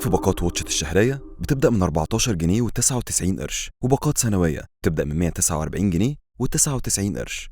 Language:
Egyptian Arabic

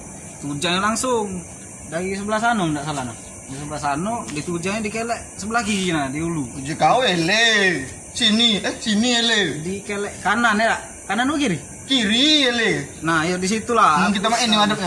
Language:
Musi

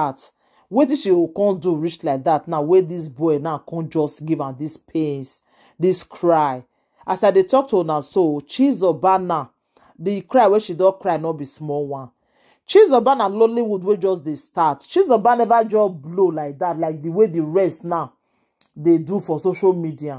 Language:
Nigerian Pidgin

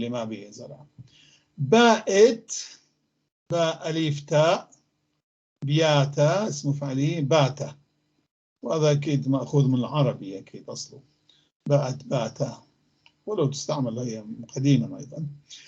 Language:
North Levantine Arabic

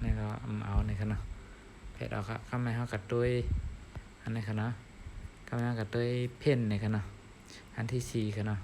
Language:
Shan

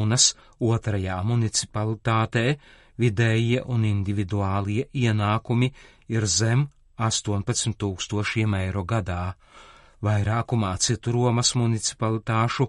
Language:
Latvian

